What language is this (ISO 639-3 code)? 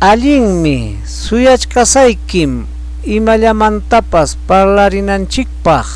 quy